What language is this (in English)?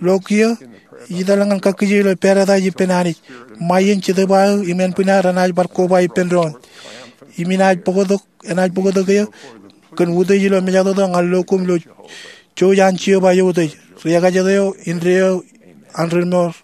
Marshallese